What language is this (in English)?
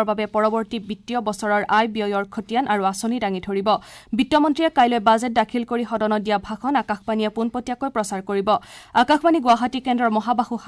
Assamese